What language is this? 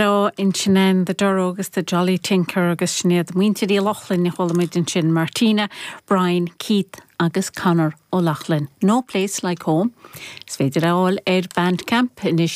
Irish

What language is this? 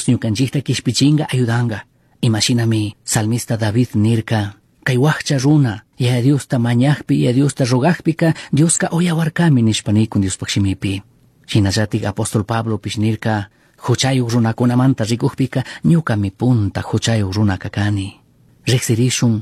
Chimborazo Highland Quichua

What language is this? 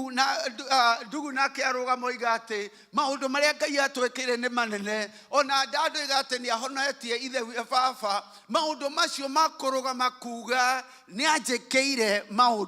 Kikuyu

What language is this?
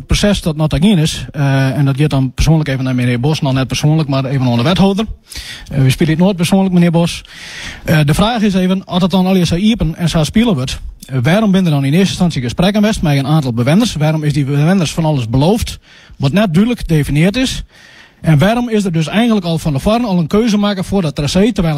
Western Frisian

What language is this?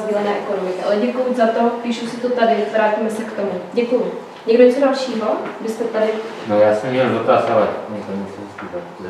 Czech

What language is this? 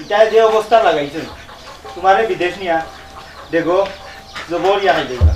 Sylheti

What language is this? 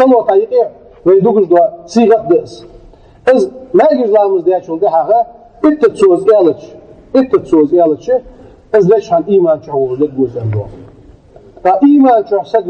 Ingush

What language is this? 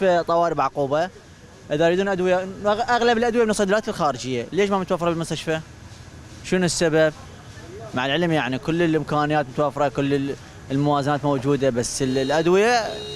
Mesopotamian Arabic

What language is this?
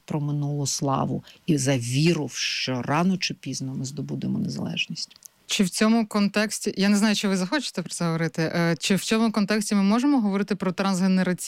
Ukrainian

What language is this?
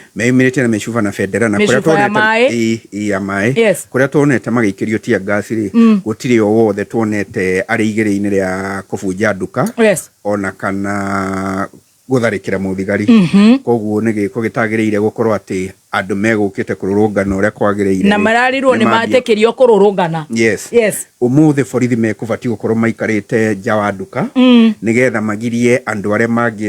Kikuyu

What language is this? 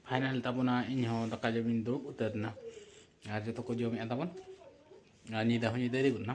Santali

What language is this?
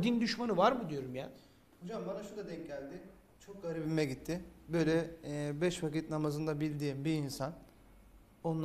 Turkish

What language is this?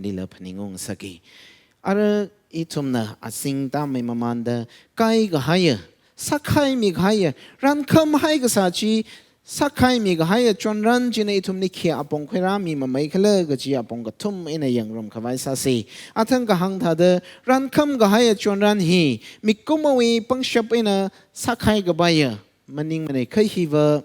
Tangkhul Naga (India)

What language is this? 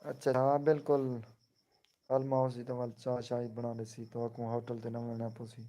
Saraiki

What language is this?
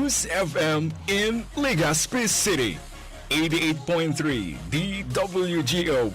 Bikol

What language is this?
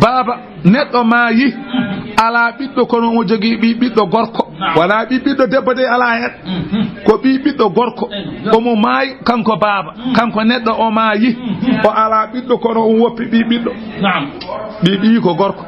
Fula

